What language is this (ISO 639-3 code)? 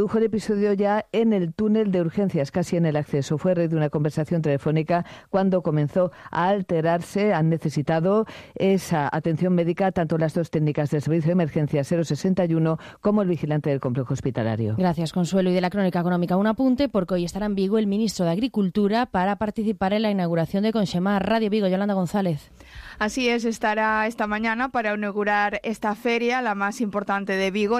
spa